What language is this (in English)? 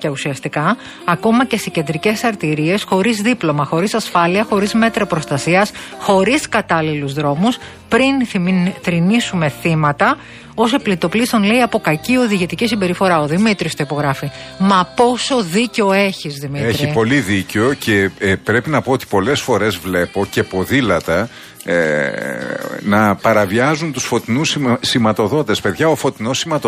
Greek